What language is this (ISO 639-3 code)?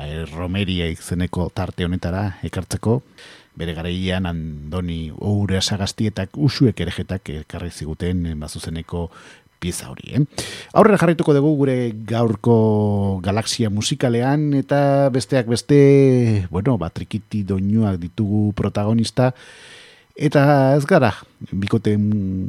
eus